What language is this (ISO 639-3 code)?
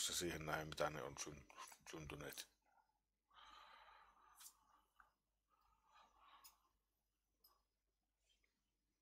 fin